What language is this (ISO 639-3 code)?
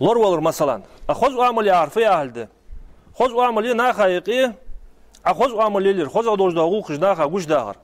inh